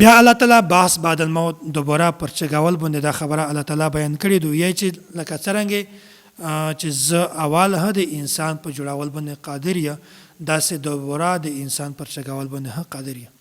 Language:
Pashto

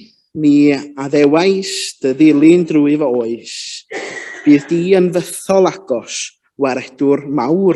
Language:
Welsh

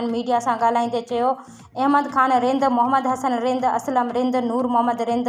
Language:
Sindhi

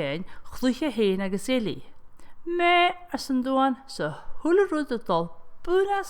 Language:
Scottish Gaelic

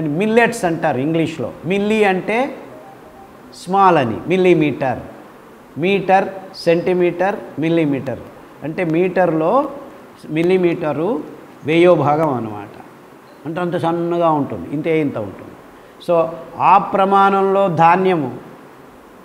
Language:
Telugu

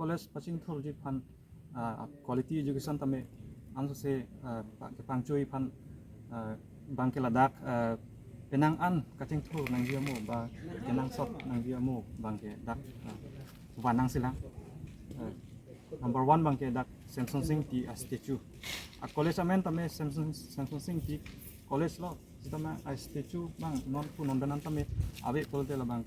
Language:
Karbi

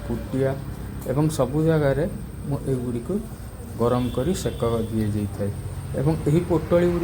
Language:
Odia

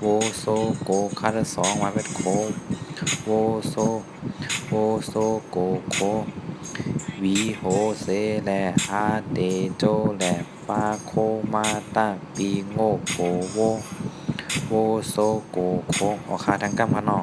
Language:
Shan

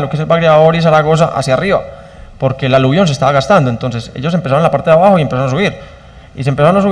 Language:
Spanish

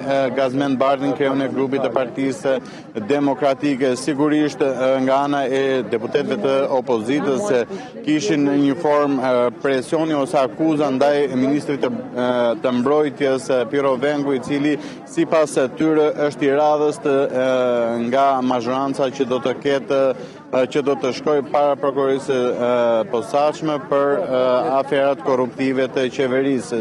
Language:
Albanian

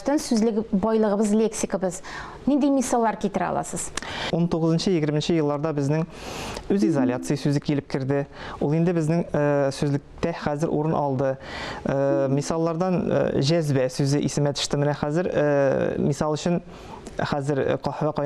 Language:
Tatar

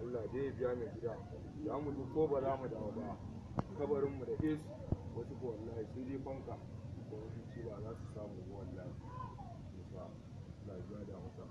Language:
Hausa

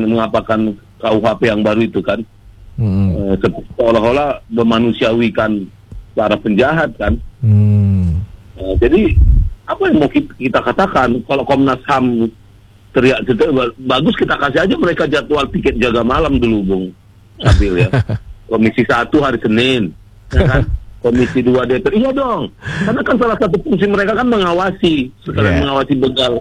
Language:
Indonesian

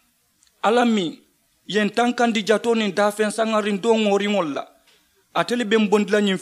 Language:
Mandingo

